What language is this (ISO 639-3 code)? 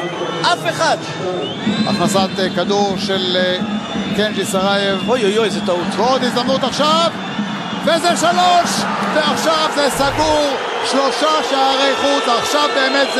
heb